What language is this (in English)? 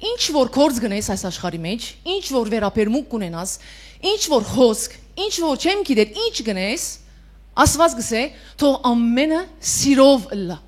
Western Armenian